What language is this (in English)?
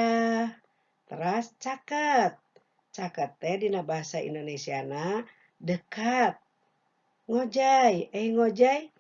Sundanese